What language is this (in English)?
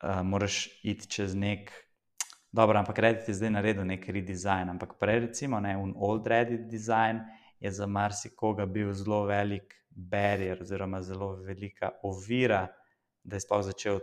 Slovenian